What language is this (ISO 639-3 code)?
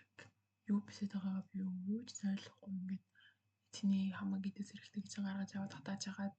mon